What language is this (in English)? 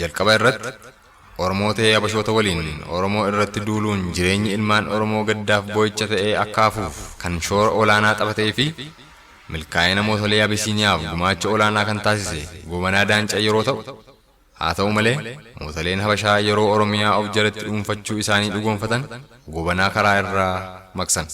Oromo